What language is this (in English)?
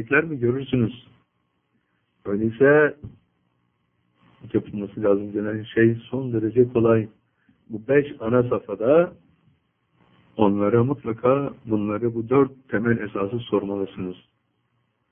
Turkish